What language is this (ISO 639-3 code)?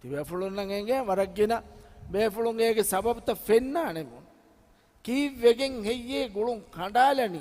div